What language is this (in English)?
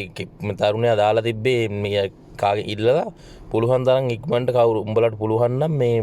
Sinhala